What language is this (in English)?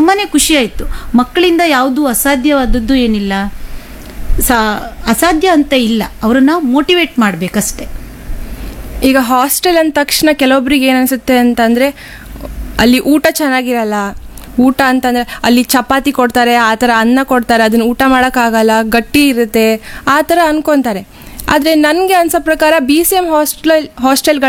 Kannada